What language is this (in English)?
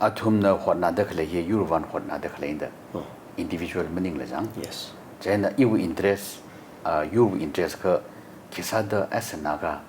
Tangkhul Naga (India)